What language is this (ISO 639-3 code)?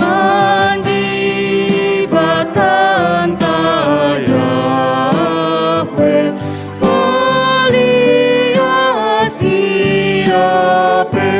btx